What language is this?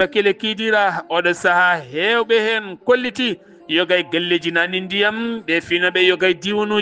Fula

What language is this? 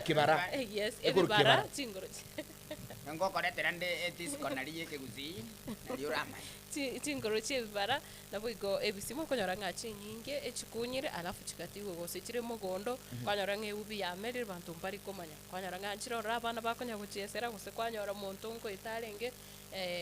Gusii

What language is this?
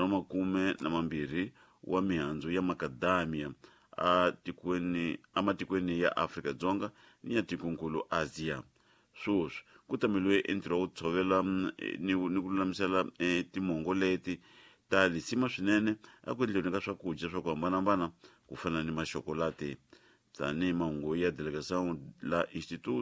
Tsonga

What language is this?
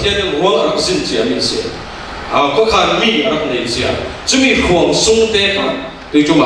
Falam Chin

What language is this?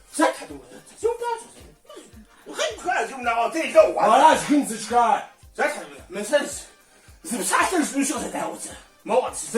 Kabardian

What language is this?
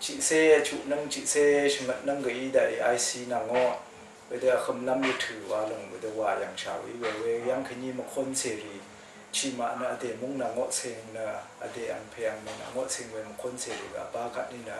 Rawang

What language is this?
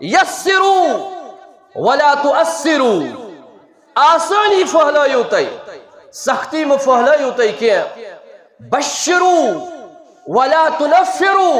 Kashmiri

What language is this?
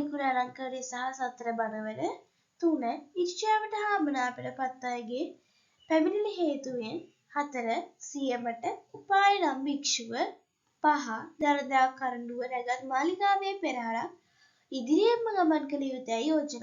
Sinhala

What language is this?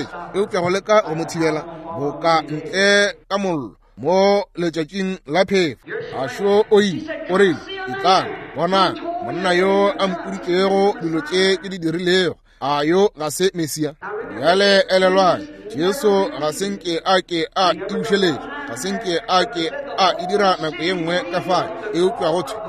Northern Sotho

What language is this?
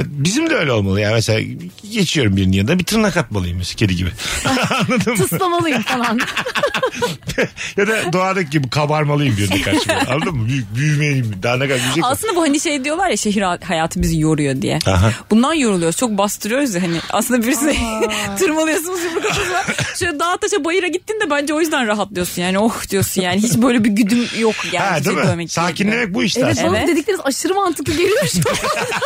Turkish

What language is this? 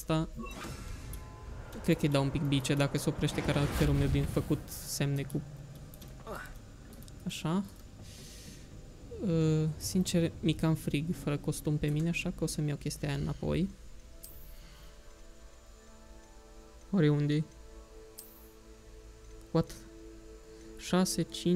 Romanian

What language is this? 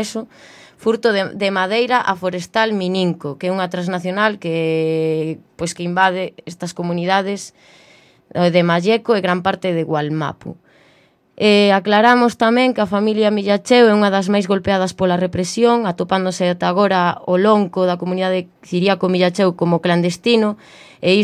Galician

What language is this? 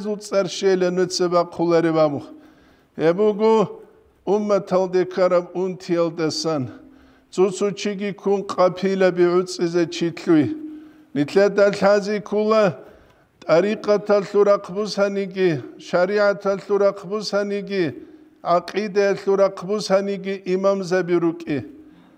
Avaric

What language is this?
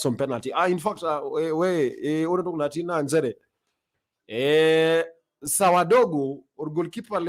Masai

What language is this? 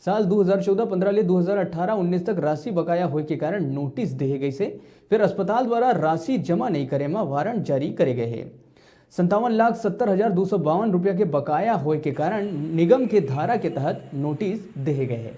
Chhattisgarhi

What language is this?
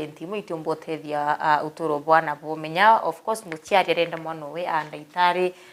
Meru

